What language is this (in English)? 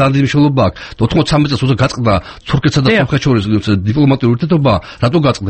Georgian